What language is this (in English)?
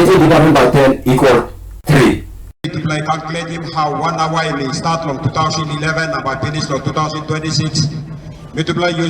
Tok Pisin